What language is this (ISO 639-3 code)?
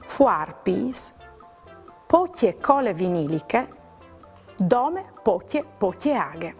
fur